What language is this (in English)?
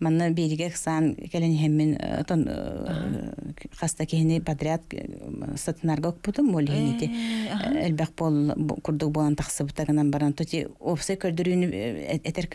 Yakut